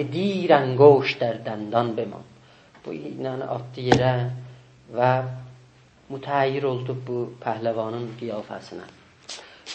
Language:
South Azerbaijani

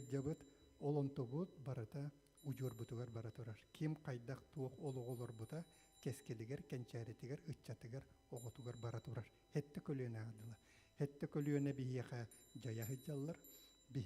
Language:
Yakut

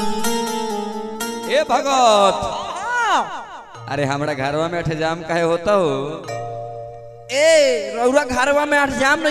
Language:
Bhojpuri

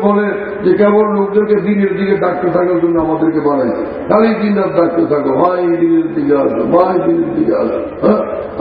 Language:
Bangla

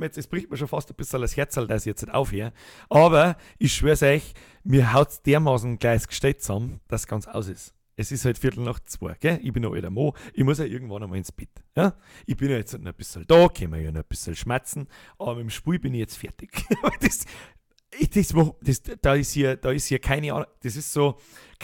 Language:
Bavarian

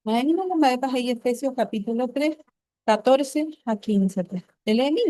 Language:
Guarani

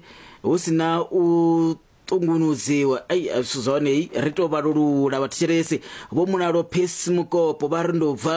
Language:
Venda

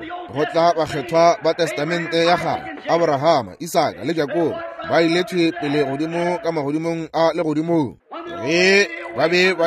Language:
Northern Sotho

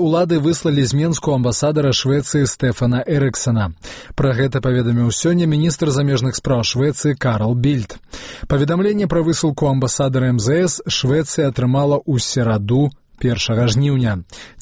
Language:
Belarusian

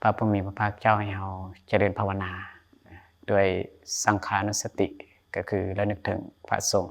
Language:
Lao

